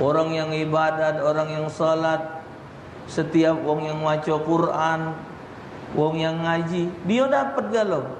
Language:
Musi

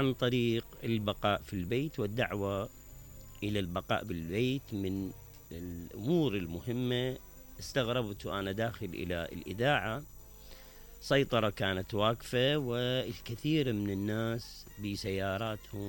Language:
Mesopotamian Arabic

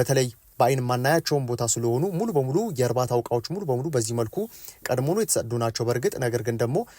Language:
Amharic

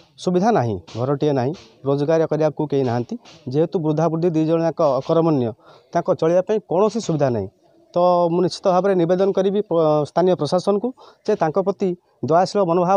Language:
Odia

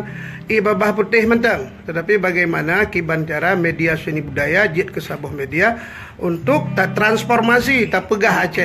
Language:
Achinese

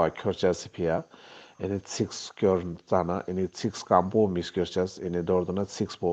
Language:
Ladakhi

